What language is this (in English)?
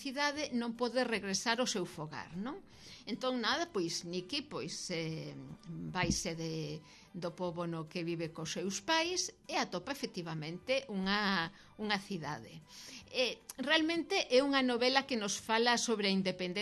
Galician